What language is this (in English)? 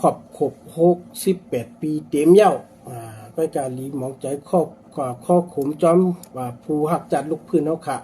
Shan